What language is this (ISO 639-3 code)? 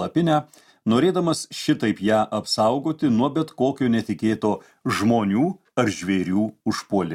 lit